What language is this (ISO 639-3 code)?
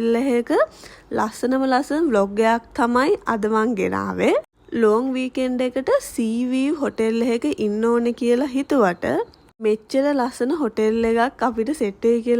sin